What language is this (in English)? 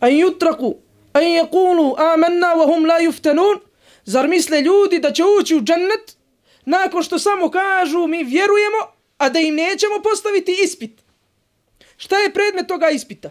Bosnian